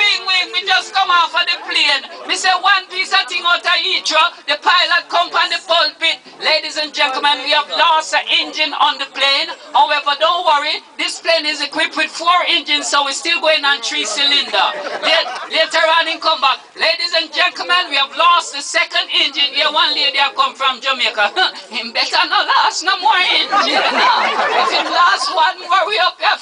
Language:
Jamaican Creole English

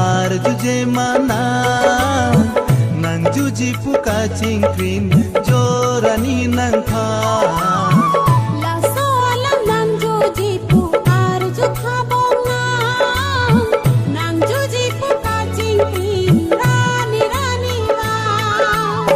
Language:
Karbi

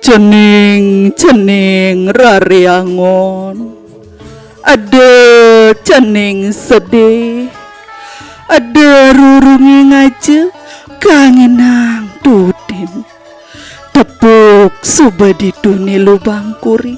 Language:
Balinese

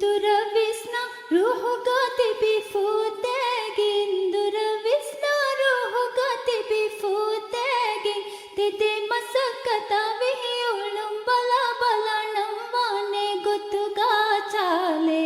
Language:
Divehi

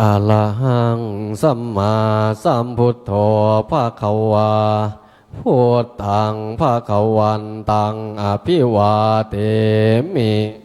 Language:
Pali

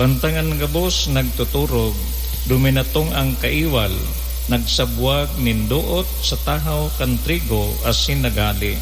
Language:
Bikol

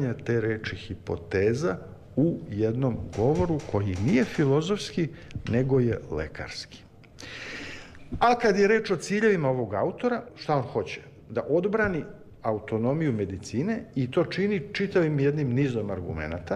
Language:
Serbian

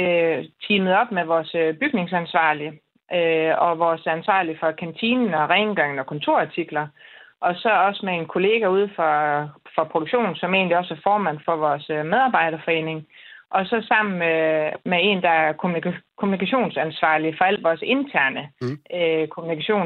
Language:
Danish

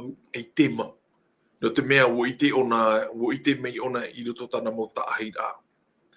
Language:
Tahitian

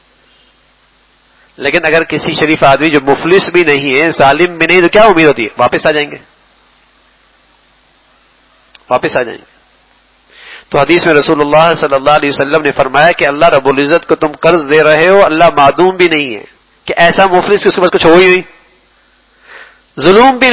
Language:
Urdu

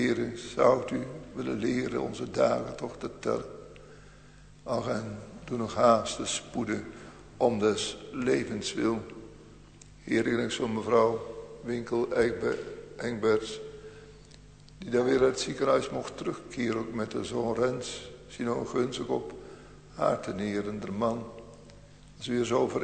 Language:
Dutch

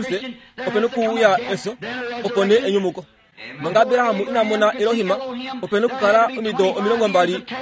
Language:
Kuanyama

